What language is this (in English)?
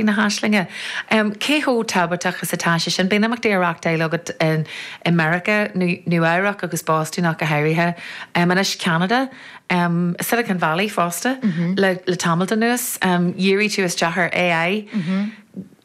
Irish